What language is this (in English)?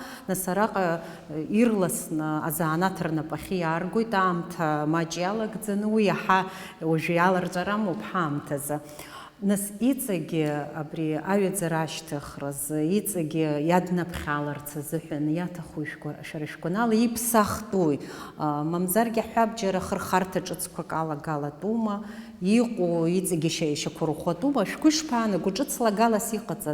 Abkhazian